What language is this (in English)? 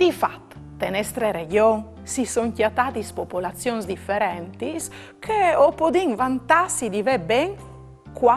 Friulian